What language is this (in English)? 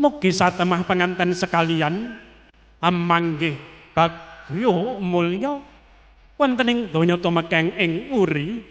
Javanese